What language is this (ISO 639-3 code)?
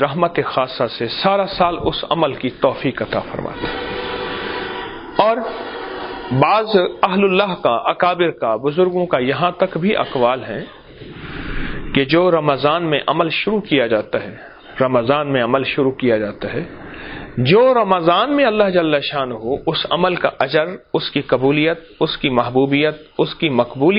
urd